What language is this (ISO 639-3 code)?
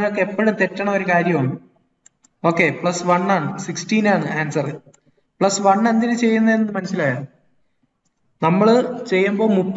mal